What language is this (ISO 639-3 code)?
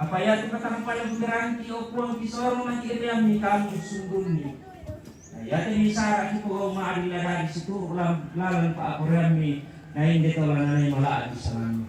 sda